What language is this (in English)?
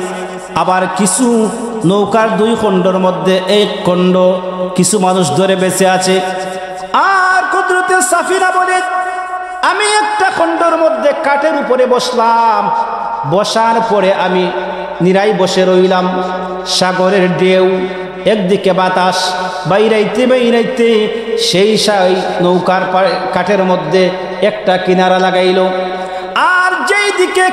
Sylheti